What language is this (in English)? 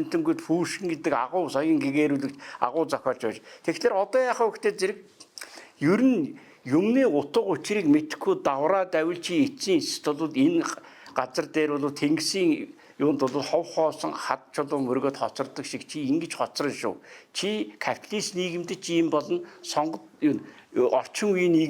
Mongolian